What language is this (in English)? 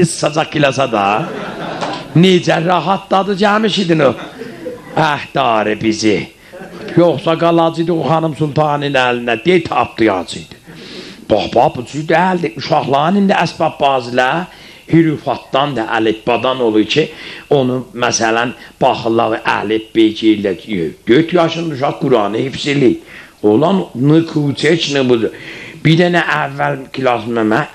South Azerbaijani